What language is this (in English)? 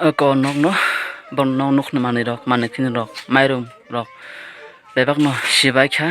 Kok Borok